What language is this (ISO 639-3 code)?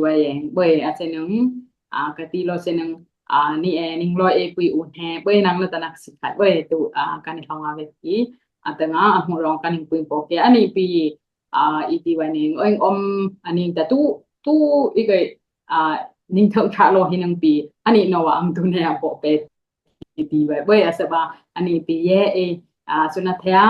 dis